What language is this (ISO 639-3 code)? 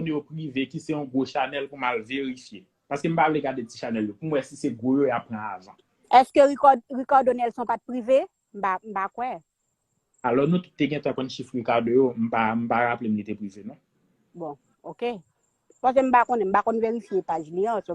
hat